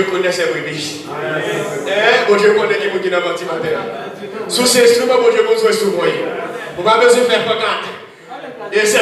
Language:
Haitian Creole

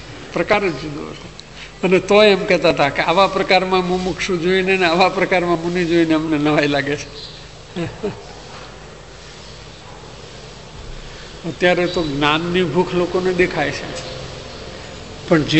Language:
Gujarati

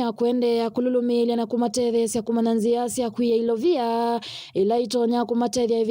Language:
Kamba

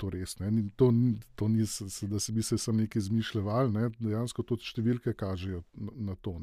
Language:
Slovenian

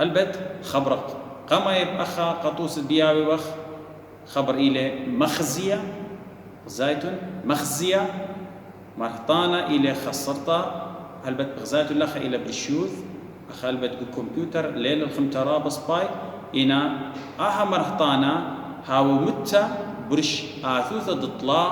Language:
Assyrian Neo-Aramaic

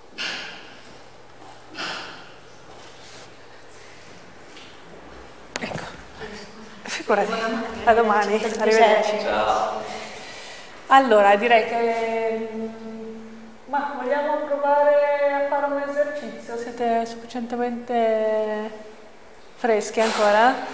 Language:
Italian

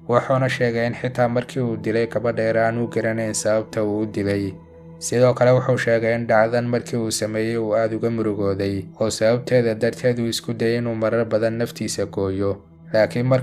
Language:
Somali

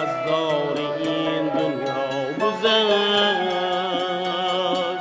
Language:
Tajik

